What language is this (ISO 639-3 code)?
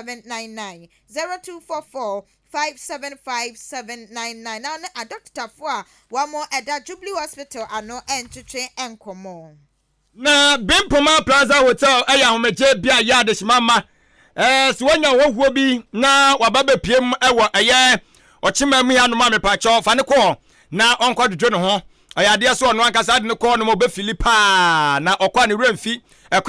aka